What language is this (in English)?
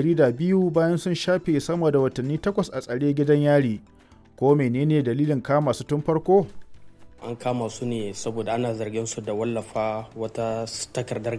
Hausa